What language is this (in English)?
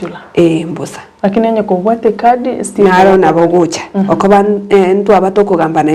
Gusii